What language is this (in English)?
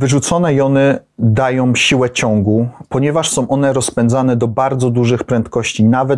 Polish